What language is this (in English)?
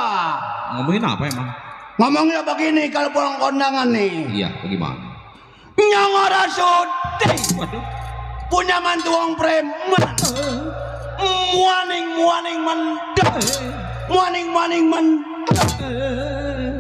Betawi